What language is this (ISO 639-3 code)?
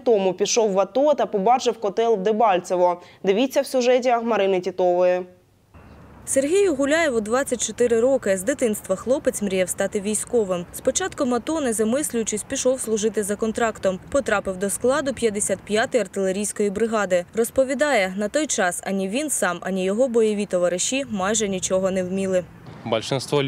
ukr